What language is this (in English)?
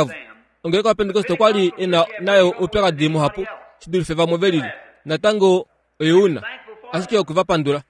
Kuanyama